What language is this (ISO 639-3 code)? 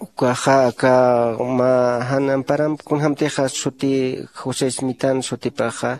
aym